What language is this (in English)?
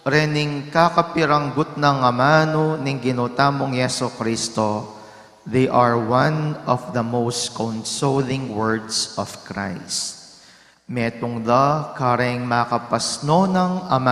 Pampanga